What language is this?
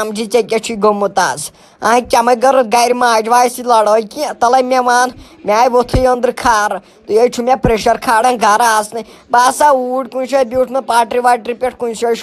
Kashmiri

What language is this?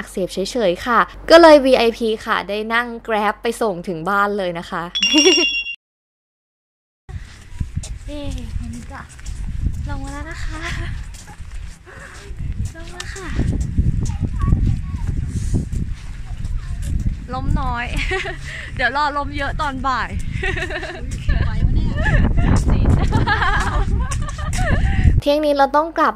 Thai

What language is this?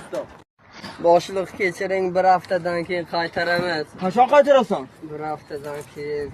Uzbek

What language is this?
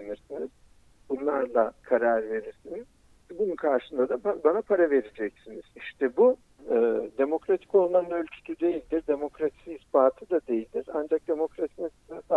Turkish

